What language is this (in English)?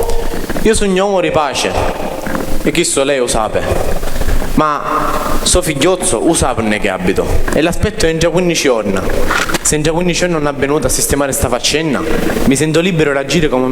Sicilian